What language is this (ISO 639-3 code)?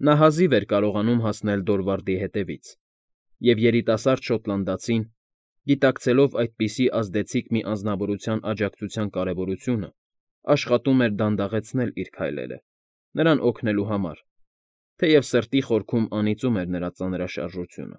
hye